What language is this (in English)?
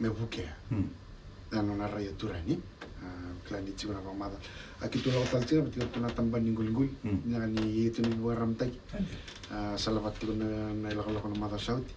Fijian